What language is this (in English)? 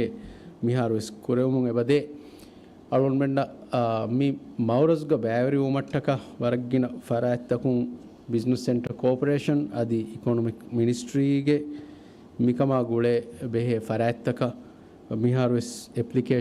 Divehi